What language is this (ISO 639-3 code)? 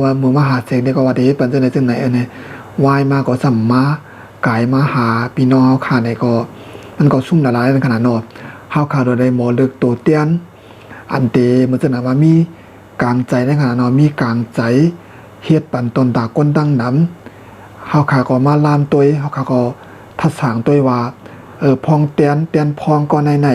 shn